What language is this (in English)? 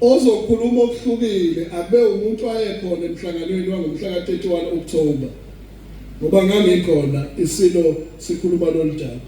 Zulu